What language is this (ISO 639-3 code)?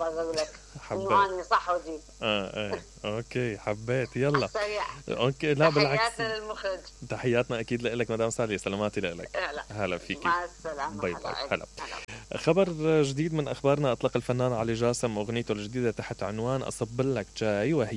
acm